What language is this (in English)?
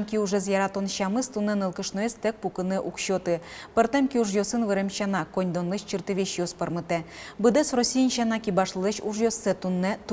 Udmurt